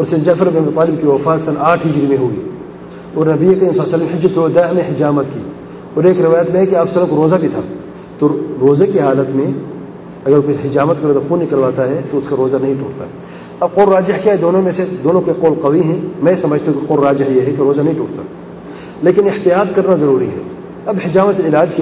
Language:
Urdu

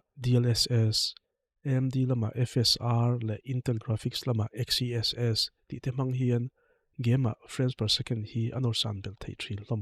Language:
Mizo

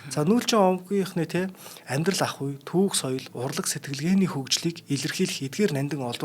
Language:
Mongolian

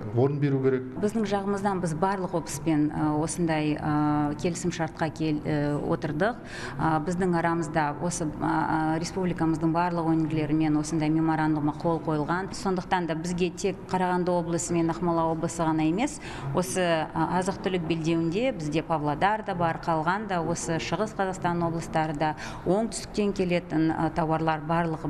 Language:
Kazakh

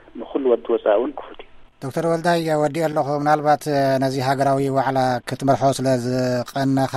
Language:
Tigrinya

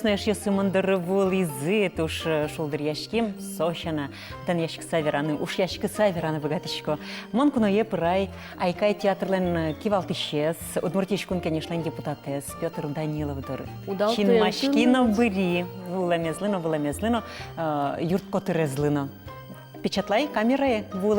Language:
Udmurt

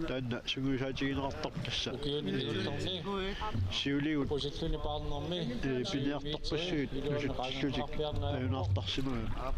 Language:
Kalaallisut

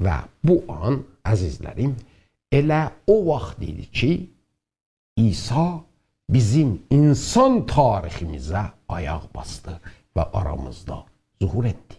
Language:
South Azerbaijani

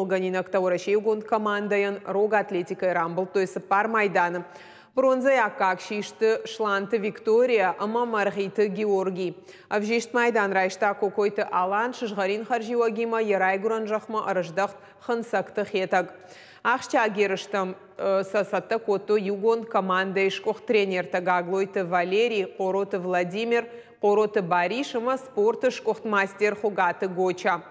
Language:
Ossetic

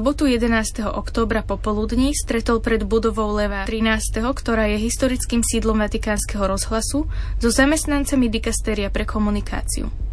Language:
Slovak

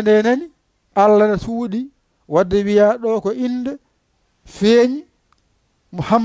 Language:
Fula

